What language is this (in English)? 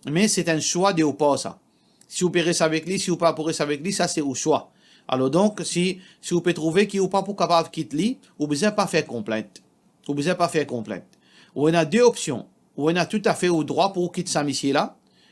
Morisyen